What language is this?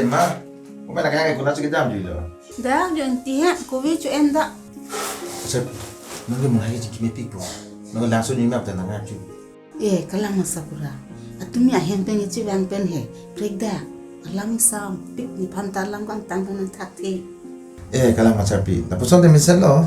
Karbi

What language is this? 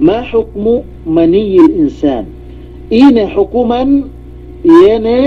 Yakan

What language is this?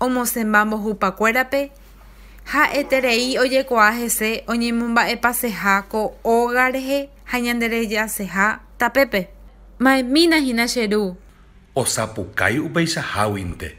Guarani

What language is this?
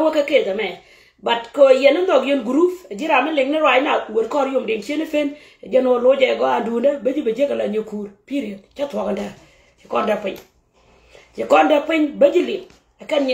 Nuer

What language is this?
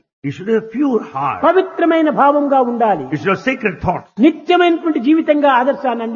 Telugu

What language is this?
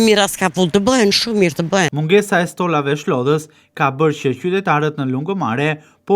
Albanian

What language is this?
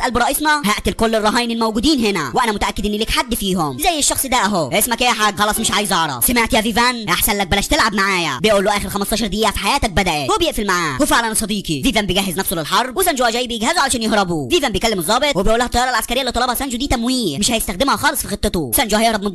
Egyptian Arabic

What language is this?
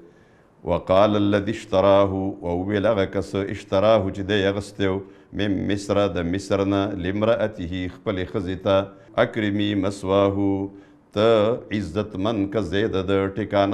Pashto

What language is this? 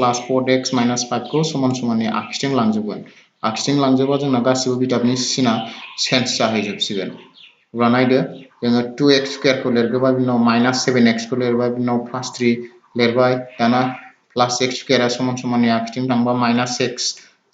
Bodo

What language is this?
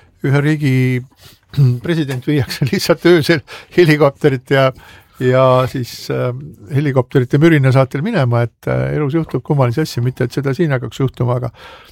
Estonian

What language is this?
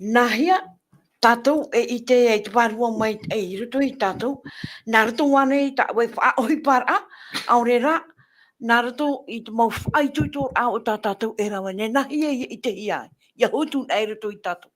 Tahitian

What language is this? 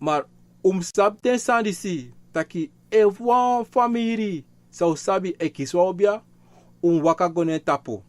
Sranan Tongo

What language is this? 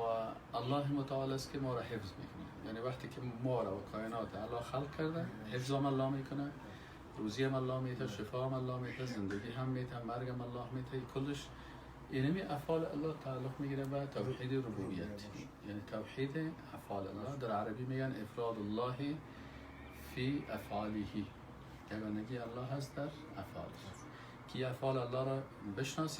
Persian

